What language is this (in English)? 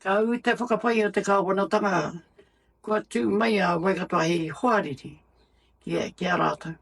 Māori